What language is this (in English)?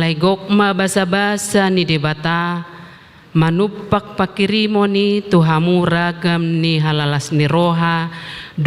Batak Toba